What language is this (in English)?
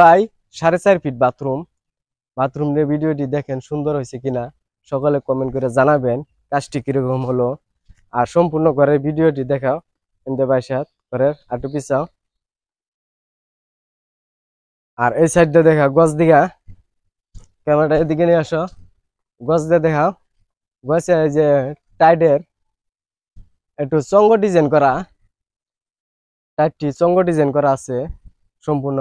Bangla